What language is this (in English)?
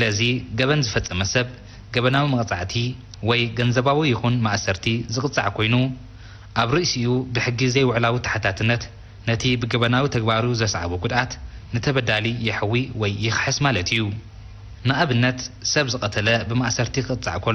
Tigrinya